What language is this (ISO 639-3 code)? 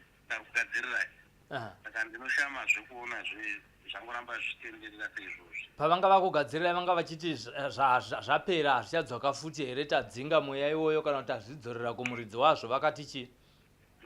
sna